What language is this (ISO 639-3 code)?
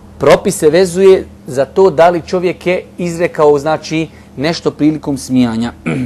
bos